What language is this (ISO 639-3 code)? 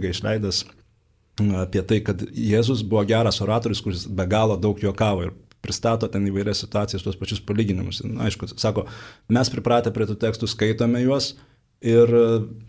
lit